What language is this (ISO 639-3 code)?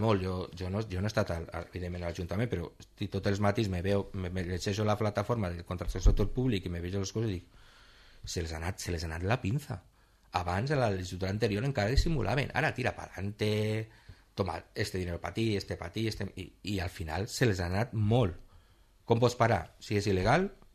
cat